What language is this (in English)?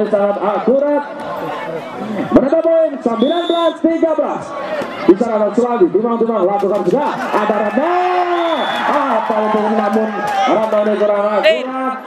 Indonesian